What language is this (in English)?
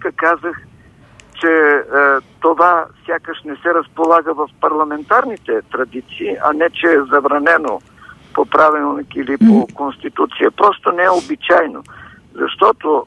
Bulgarian